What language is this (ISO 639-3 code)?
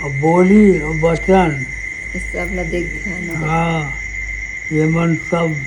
hne